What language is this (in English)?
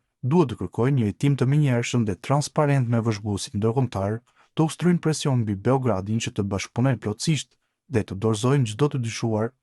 Albanian